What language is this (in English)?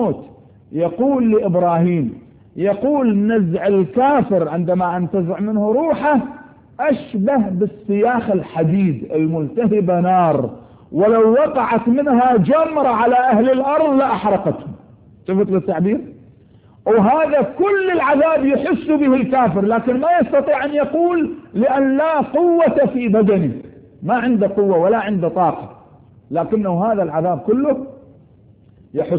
Arabic